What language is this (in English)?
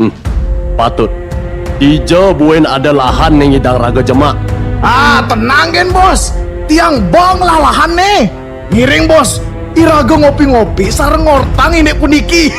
Balinese